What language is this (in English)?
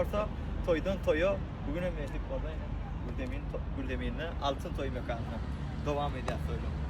Turkmen